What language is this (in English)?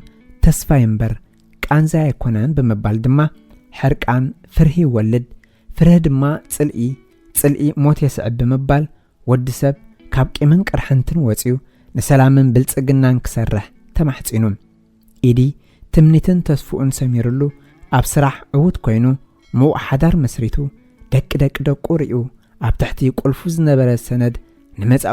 Tigrinya